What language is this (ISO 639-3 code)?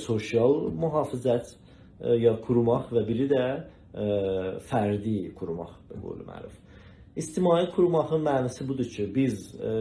azb